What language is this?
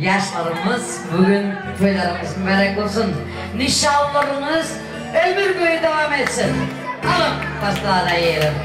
Turkmen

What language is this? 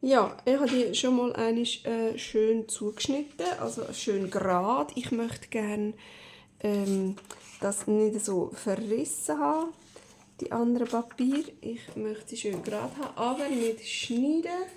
Swiss German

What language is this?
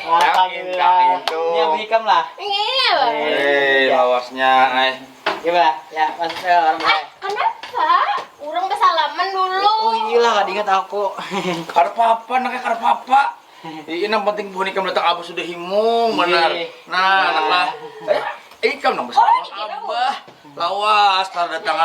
Banjar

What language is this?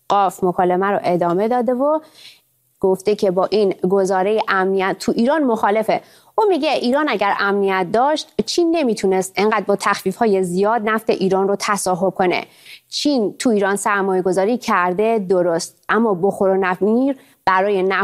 Persian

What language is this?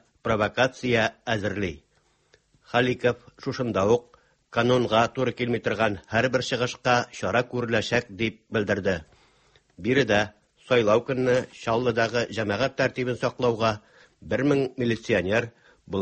Tatar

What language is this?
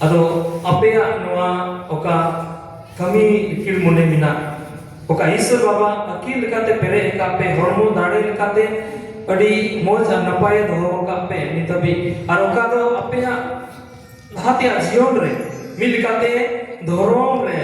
Santali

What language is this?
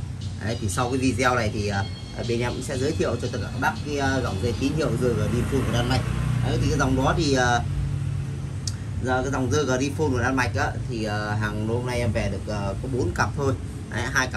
Vietnamese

